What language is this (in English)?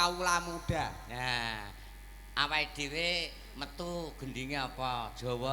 Javanese